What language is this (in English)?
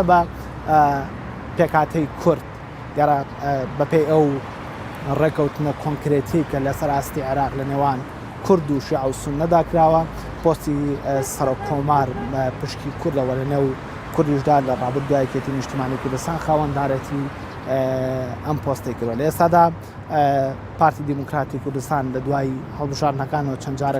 Central Kurdish